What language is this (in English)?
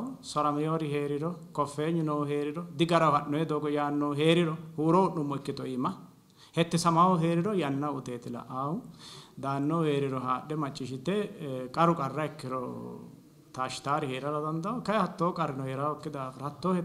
Sidamo